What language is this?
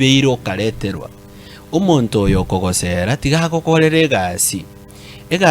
Gusii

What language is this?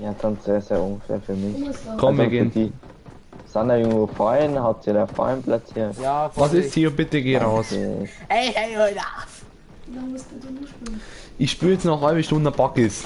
Bavarian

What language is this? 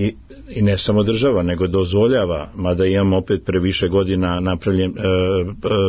Serbian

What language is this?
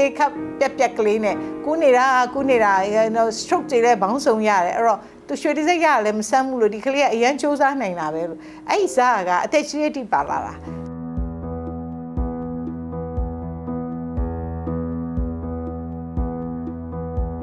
Burmese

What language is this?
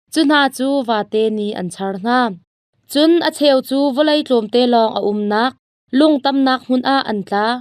Hakha Chin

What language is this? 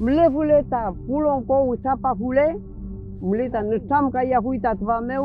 Mapuche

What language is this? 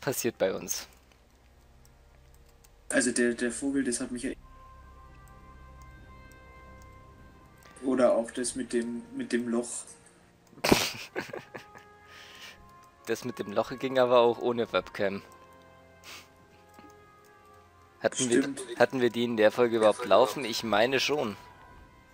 German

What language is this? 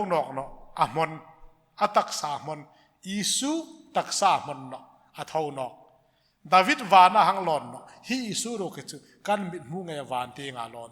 Hmar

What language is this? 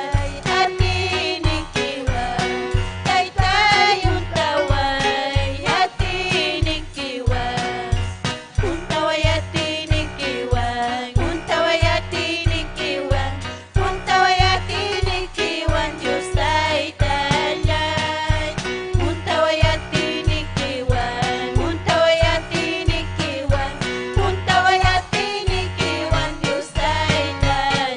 Ayacucho Quechua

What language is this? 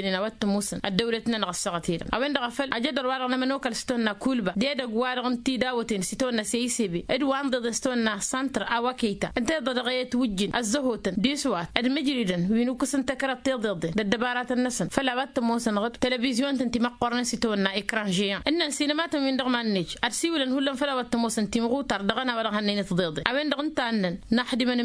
Tamasheq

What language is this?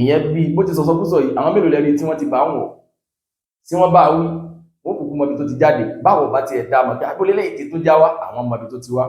Yoruba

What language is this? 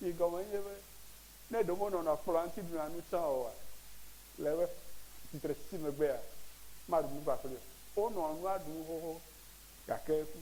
Ewe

